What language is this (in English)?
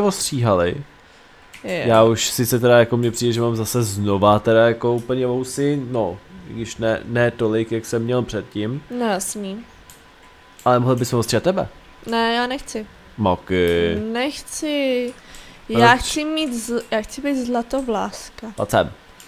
Czech